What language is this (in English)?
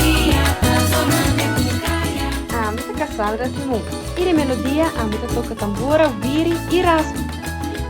Papiamento